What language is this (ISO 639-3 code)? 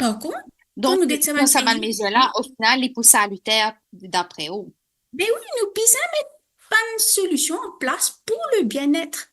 mfe